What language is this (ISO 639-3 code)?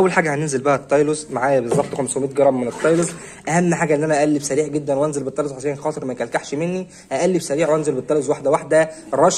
arz